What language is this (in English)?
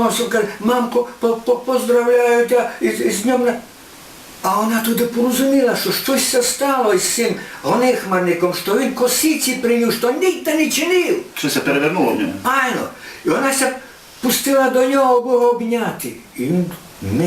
Rusyn